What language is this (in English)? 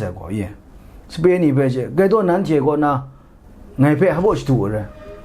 Kachin